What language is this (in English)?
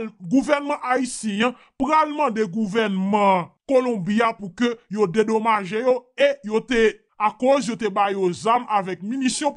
Haitian Creole